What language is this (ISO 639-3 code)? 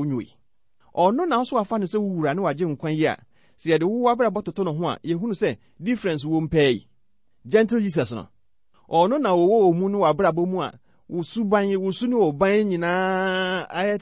aka